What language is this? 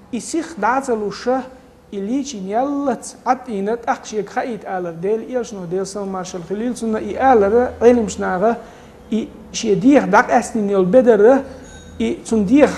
Chechen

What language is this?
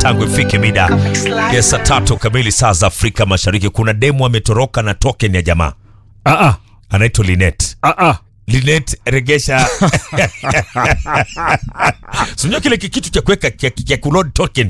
Swahili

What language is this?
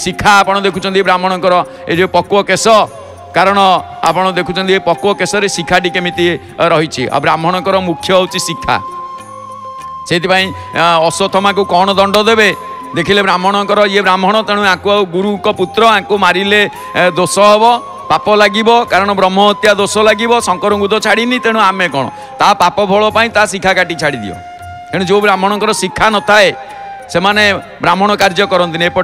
Odia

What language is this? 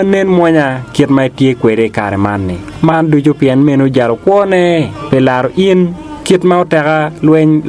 Acoli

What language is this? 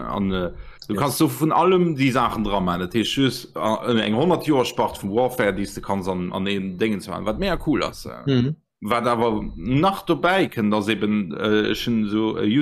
Luxembourgish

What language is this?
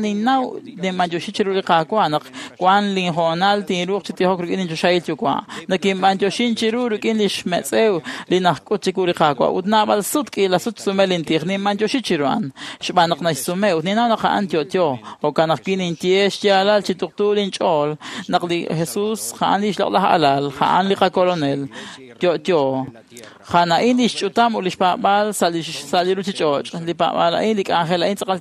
Kekchí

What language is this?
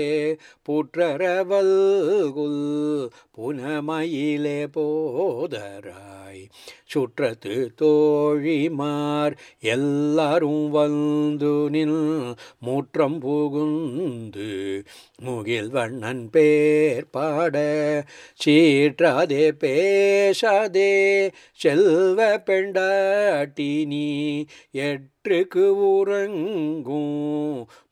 Tamil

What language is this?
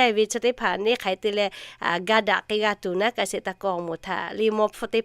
Lahu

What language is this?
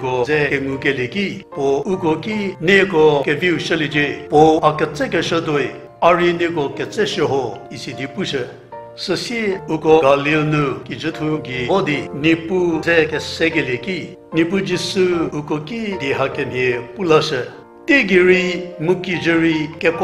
Angami Naga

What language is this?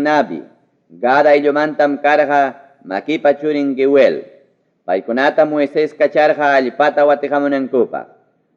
Ayacucho Quechua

